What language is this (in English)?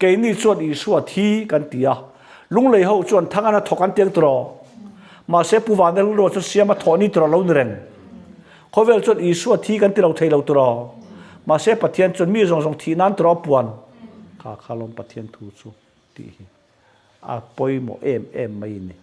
Mizo